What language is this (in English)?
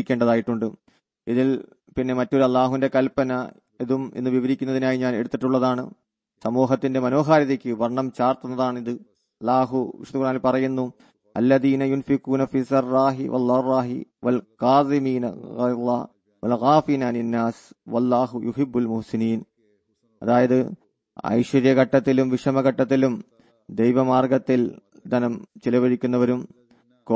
Malayalam